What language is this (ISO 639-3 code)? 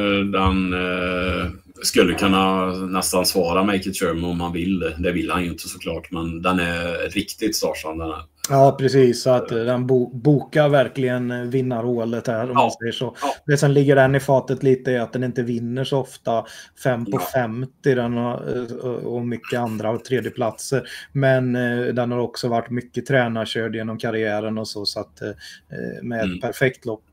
swe